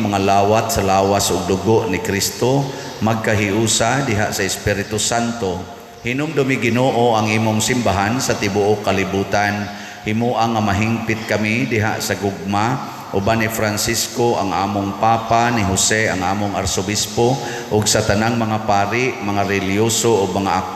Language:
Cebuano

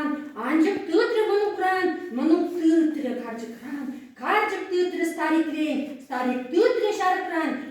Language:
Chuvash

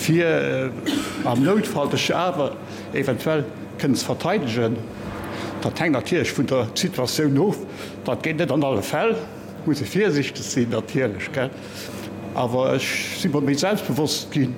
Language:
Luxembourgish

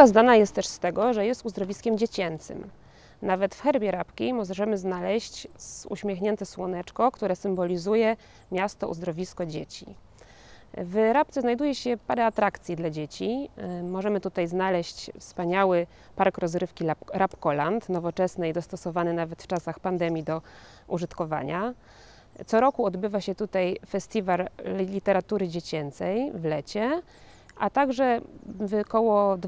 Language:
Polish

